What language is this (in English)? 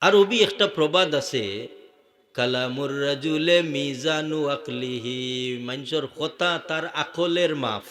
Sylheti